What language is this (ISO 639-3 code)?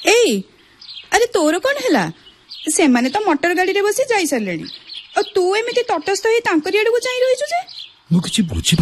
ori